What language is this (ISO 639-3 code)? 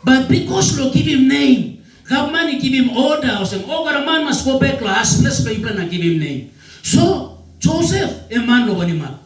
tpi